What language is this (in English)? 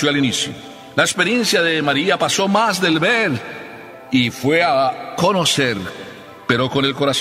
Spanish